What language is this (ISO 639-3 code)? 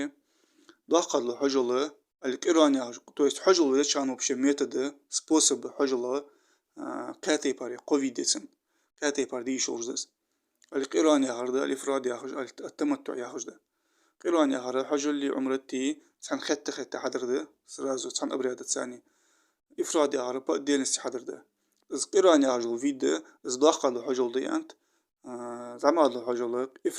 inh